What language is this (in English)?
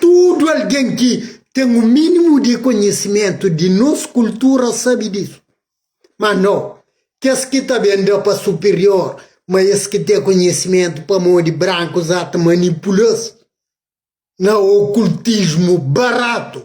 Kabuverdianu